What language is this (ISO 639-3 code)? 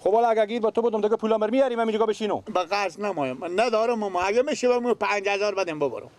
fas